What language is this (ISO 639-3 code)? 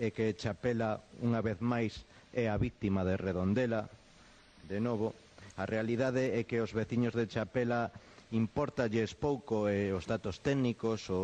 glg